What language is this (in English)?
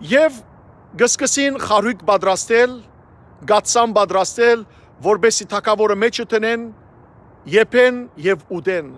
Western Armenian